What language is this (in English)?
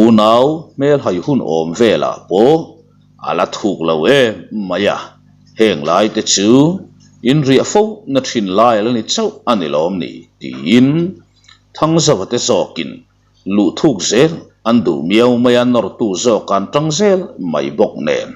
Mizo